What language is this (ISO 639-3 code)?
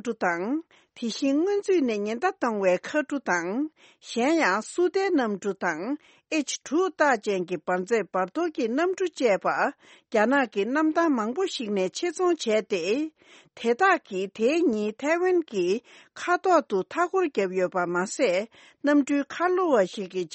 bod